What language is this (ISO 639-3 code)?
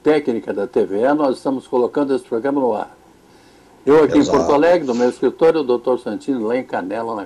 por